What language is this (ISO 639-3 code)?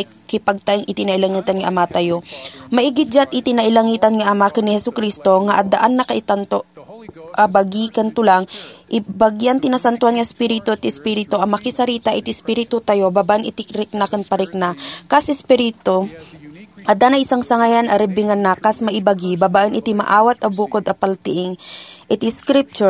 ilo